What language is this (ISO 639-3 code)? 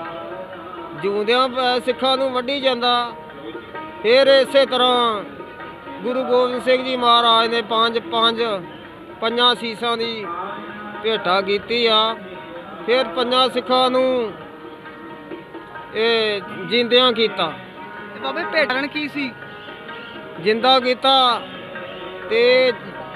pan